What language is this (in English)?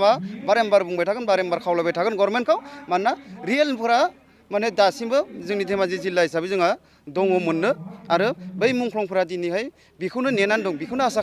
Bodo